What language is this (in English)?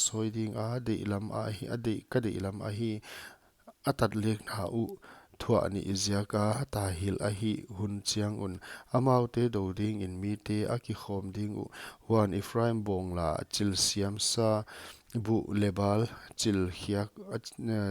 Paite Chin